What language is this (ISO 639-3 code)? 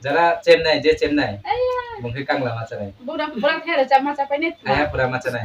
ria